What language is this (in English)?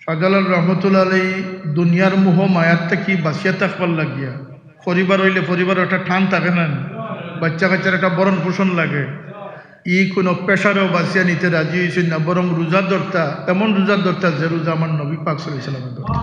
Sylheti